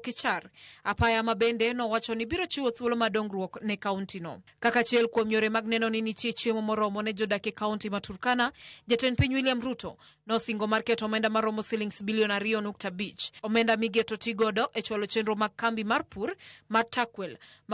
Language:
Luo (Kenya and Tanzania)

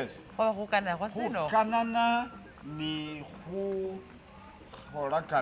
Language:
Masaaba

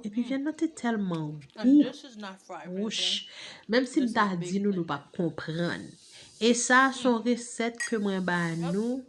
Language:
Haitian Creole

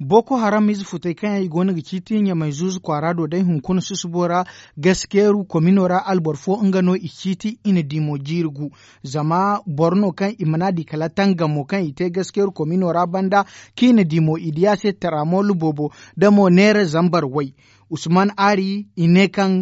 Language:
Zarma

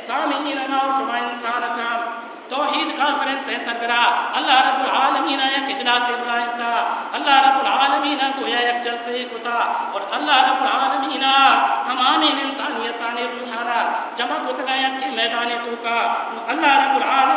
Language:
Baluchi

